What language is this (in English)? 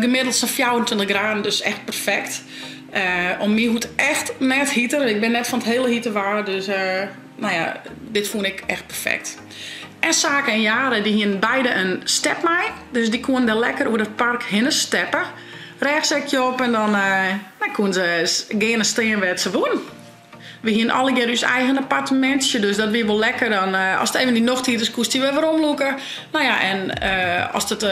Western Frisian